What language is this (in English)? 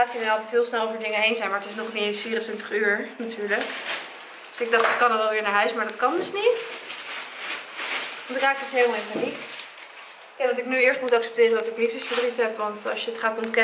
Dutch